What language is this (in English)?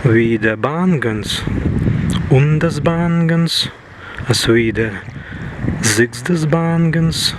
Prussian